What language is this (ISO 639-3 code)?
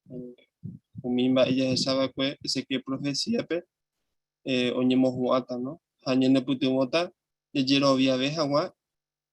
grn